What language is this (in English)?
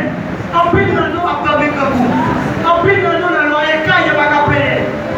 Haitian Creole